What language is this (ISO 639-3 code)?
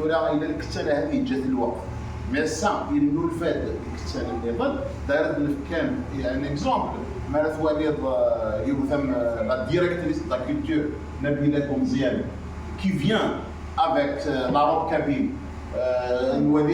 arq